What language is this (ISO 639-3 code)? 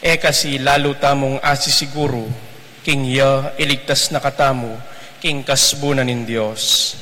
pam